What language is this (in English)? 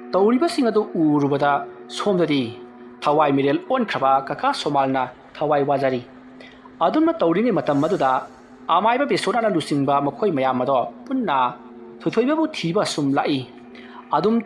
Manipuri